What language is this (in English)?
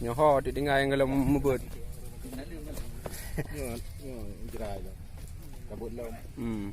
Achinese